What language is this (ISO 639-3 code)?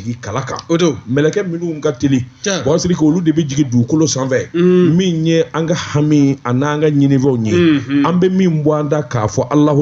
bam